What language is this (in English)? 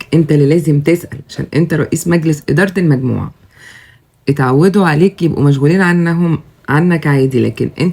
Egyptian Arabic